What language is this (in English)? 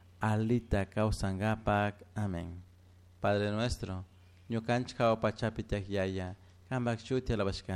Chimborazo Highland Quichua